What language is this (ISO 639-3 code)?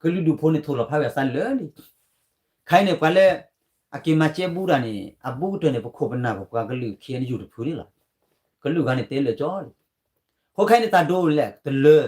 ksw